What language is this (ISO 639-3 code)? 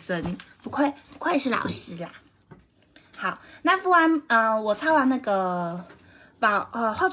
zho